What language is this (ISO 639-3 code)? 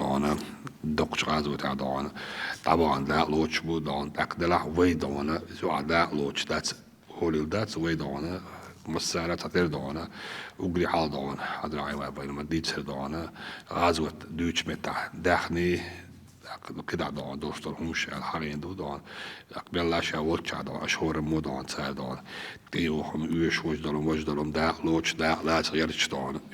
che